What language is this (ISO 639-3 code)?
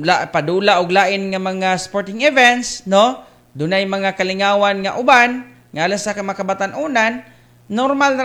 ceb